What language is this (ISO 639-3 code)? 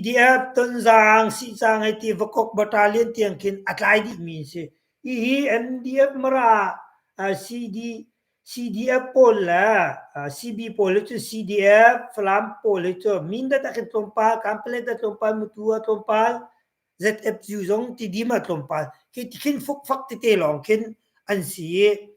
cnh